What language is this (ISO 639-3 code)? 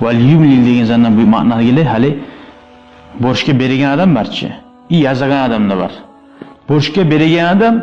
kum